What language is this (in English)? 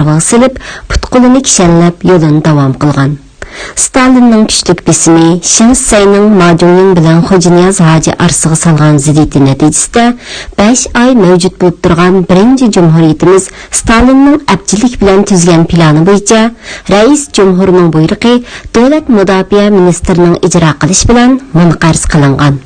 Uyghur